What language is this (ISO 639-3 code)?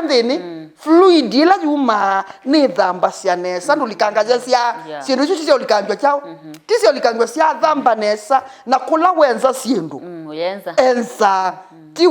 kam